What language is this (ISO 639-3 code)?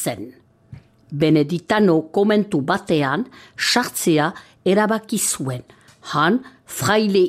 eus